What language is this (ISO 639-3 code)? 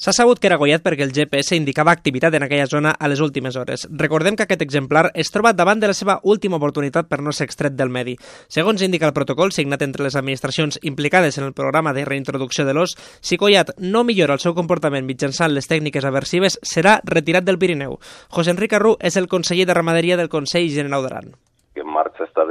cat